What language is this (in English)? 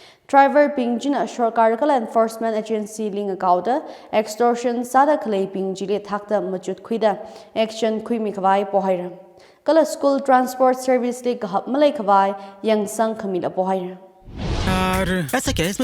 Tangkhul Naga (India)